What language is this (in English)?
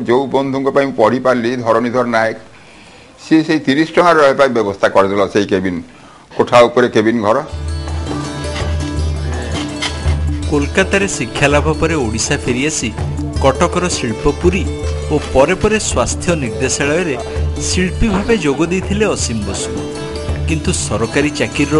Odia